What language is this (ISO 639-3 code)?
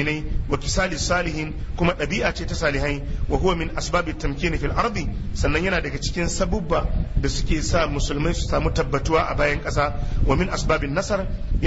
hau